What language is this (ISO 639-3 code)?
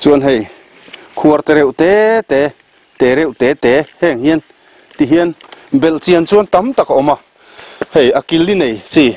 lus